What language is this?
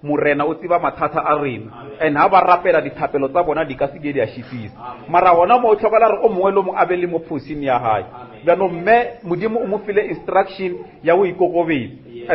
Northern Sotho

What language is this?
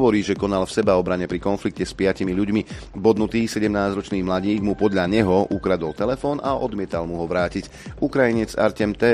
Slovak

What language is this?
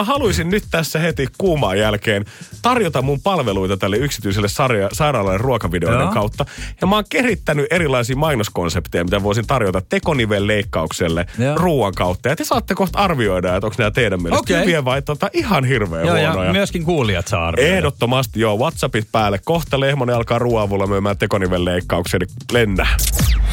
Finnish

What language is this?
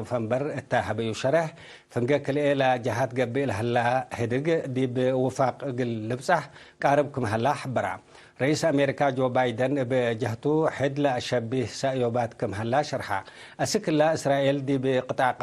Tigre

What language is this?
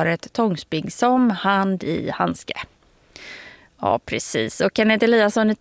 Swedish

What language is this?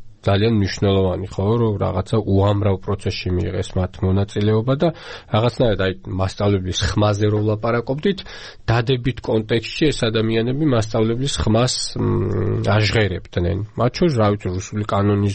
Georgian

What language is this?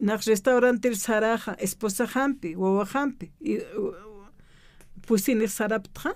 Aymara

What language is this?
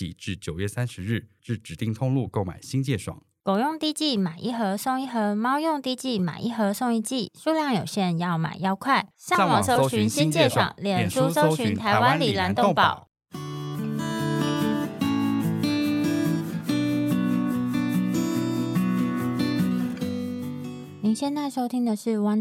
Chinese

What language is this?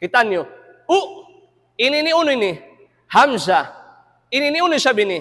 Tausug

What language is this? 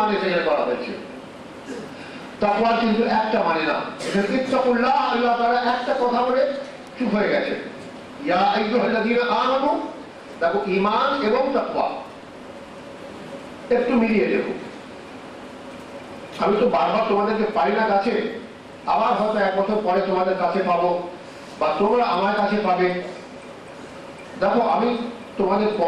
Bangla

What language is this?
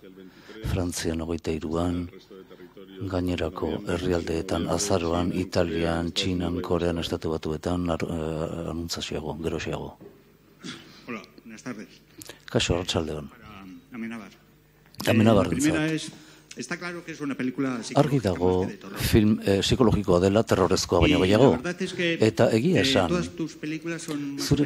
Basque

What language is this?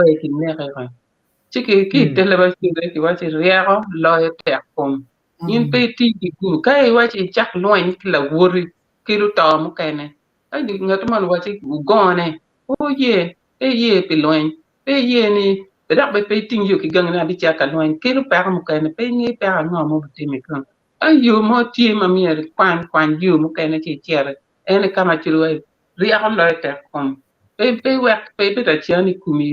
Acoli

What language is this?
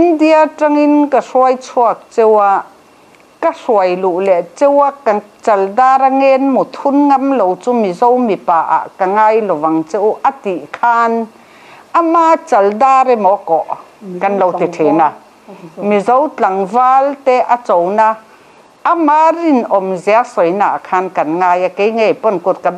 Mizo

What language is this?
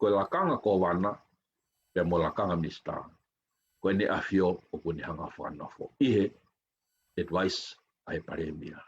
Tongan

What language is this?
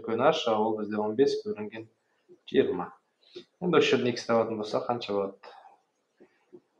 Kazakh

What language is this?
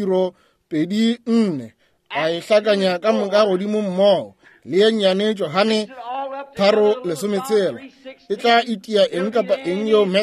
Northern Sotho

